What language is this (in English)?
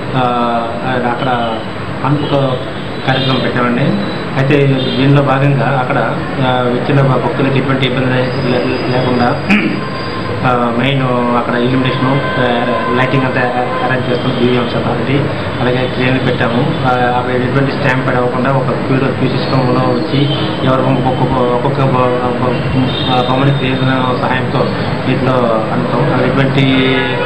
Telugu